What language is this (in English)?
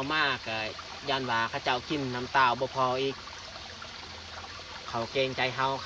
Lao